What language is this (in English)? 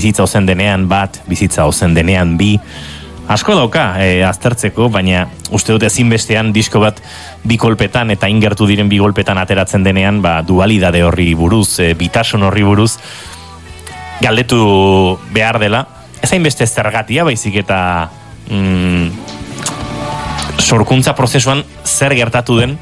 Basque